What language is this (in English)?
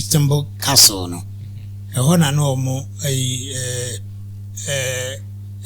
Akan